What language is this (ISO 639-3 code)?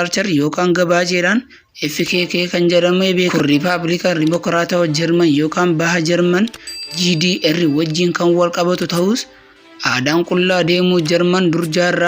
orm